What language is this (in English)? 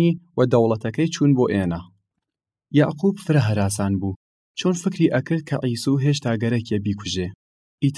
Southern Kurdish